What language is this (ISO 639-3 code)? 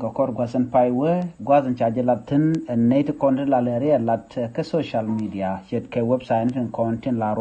nus